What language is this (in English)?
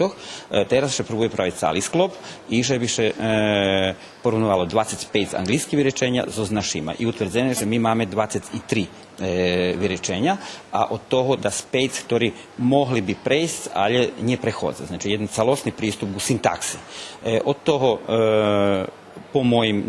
Rusyn